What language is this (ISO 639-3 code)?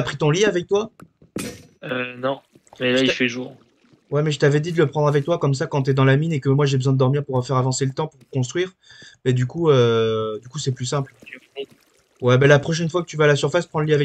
fra